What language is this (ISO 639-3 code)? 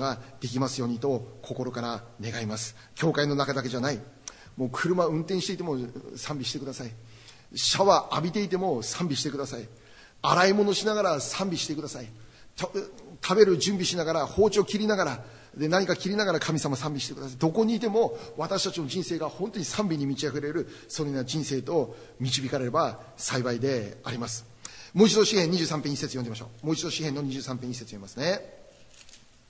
jpn